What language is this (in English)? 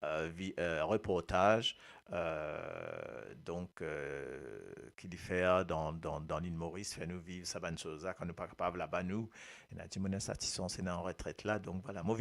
Morisyen